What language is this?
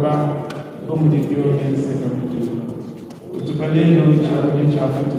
Luba-Lulua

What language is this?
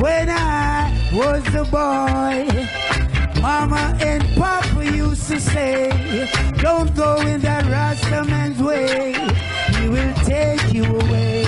Jamaican Creole English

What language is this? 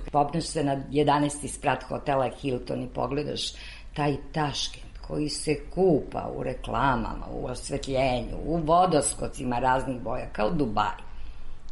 Serbian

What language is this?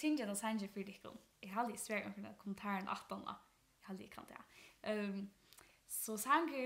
Faroese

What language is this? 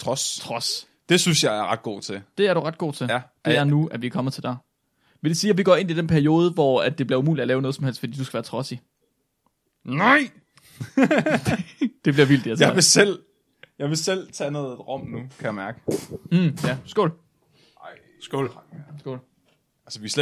Danish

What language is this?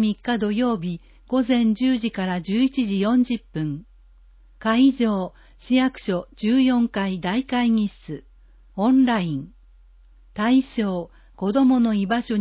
Japanese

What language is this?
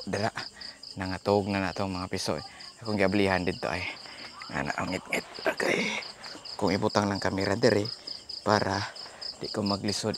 Cebuano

